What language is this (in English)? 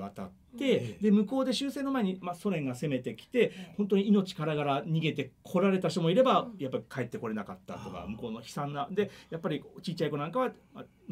Japanese